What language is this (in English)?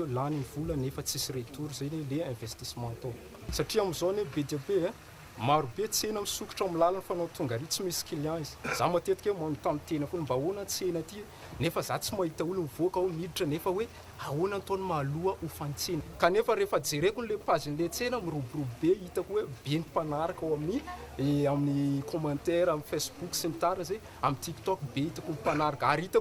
Malagasy